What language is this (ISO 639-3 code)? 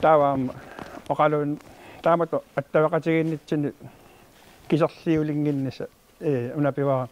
kal